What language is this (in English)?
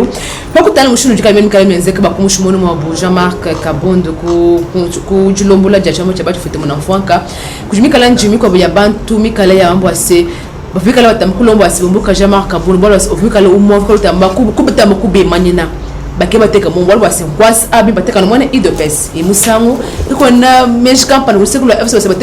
Luba-Lulua